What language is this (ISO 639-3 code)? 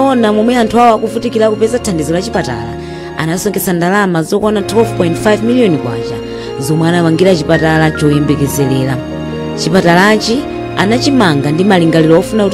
nya